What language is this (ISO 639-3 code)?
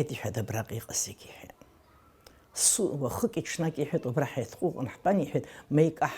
abk